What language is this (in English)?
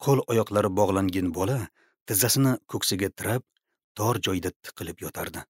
Uzbek